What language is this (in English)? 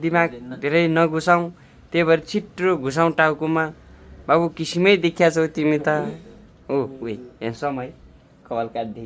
Nepali